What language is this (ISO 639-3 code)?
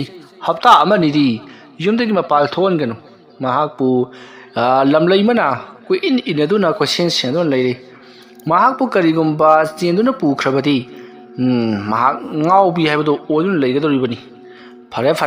mni